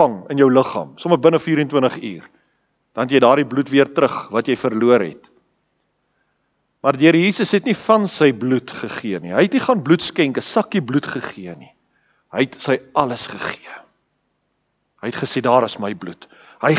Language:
Afrikaans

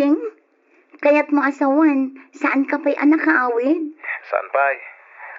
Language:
Iloko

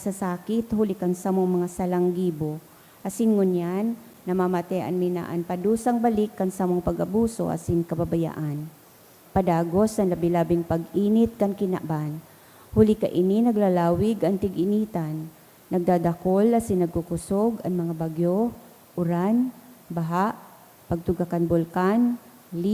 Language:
Bikol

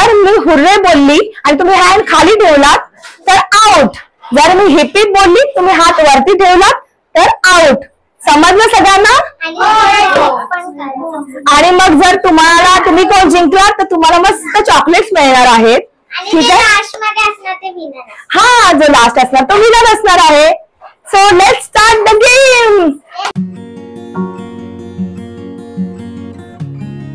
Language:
Marathi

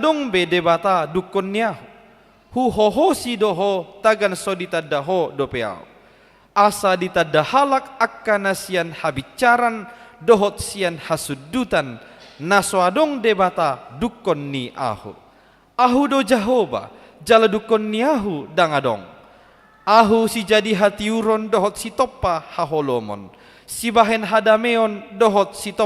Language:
Batak Toba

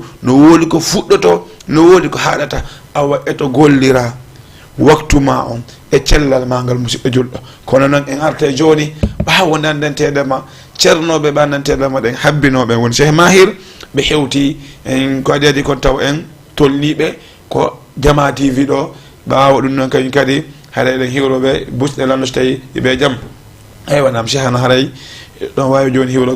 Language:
Fula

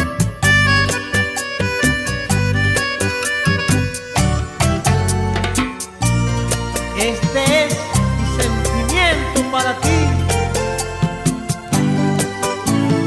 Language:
Spanish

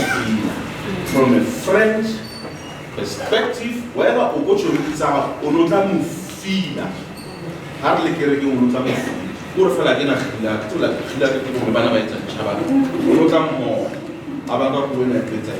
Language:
Southern Sotho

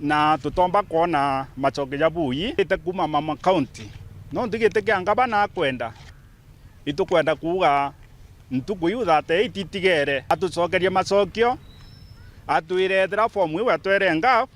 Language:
Meru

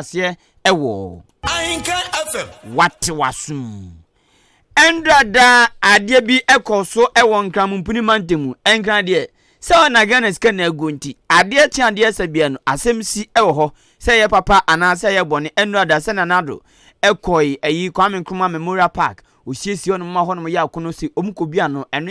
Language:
Akan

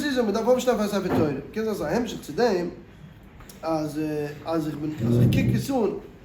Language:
Yiddish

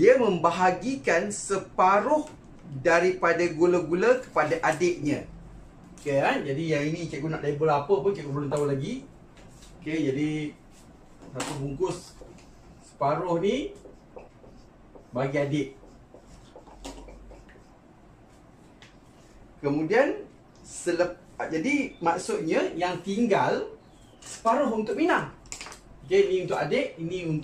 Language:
Malay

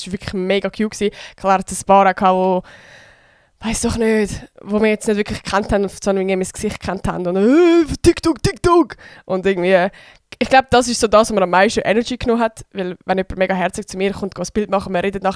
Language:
Swiss German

